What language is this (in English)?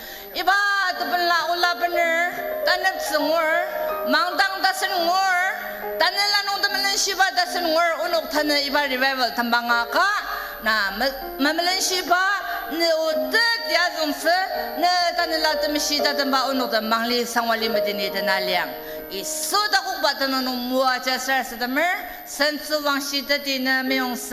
Ao Naga